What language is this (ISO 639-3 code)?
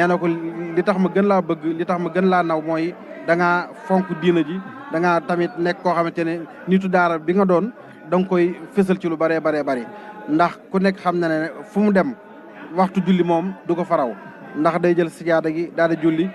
wol